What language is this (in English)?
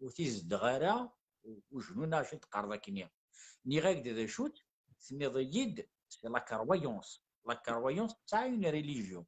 Kabyle